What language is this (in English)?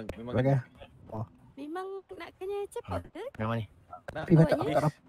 Malay